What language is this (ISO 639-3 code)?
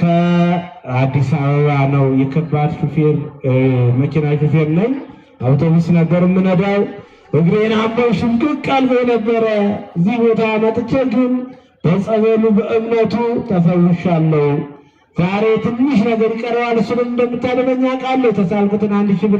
amh